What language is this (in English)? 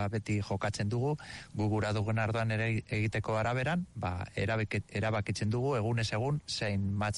Basque